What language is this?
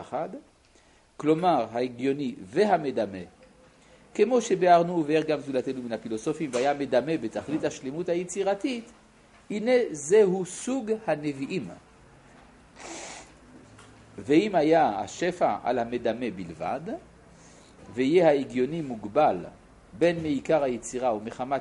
Hebrew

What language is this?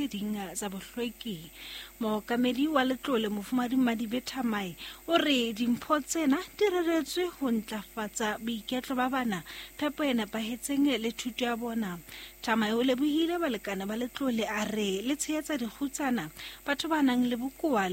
Southern Sotho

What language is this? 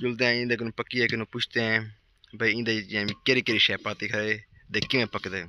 Saraiki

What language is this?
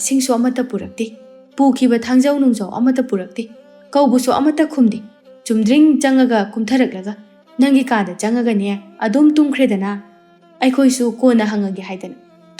Manipuri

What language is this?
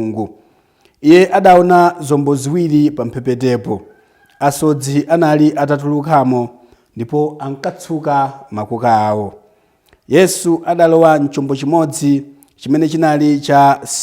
Nyanja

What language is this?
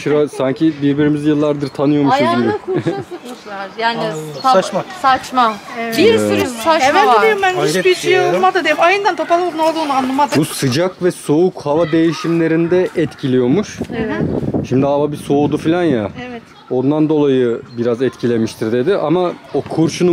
Turkish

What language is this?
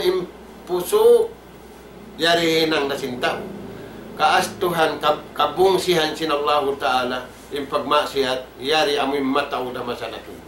Tausug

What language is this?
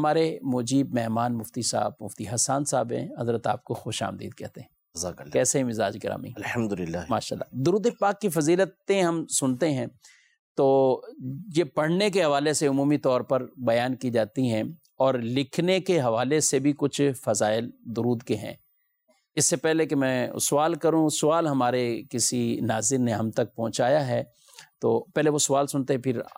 Urdu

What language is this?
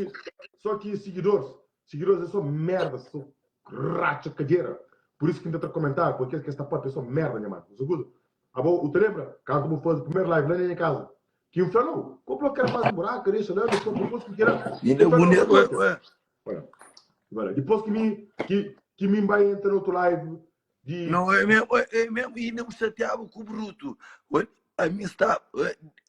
Kabuverdianu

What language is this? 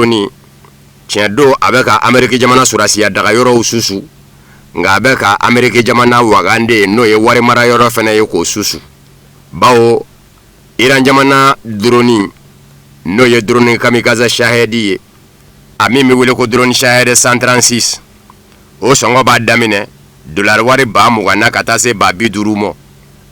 Bambara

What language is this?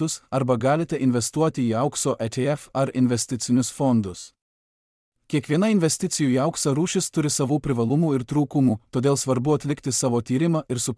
Lithuanian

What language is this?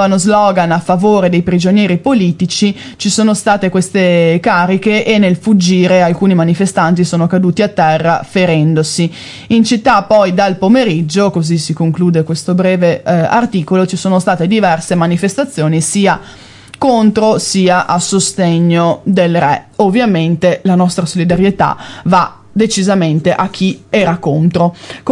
Italian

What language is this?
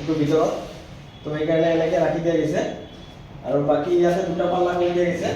Assamese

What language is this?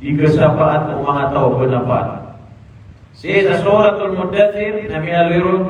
Maranao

